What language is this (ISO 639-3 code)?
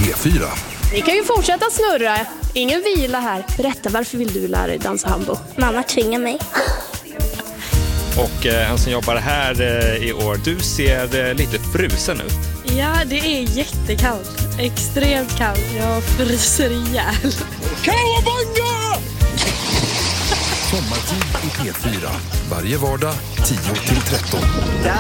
swe